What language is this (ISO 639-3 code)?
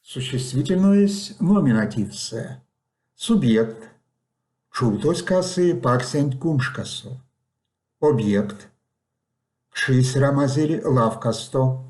myv